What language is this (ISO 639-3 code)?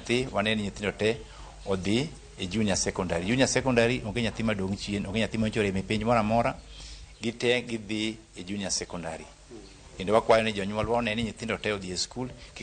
luo